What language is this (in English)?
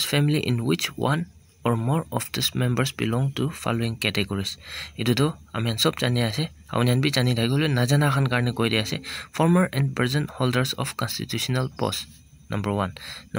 Naga Pidgin